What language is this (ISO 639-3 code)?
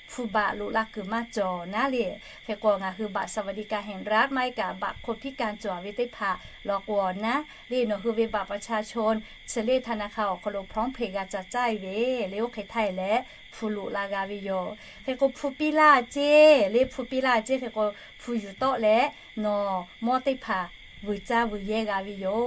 lhu